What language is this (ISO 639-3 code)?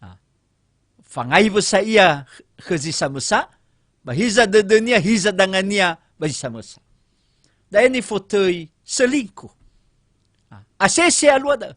nia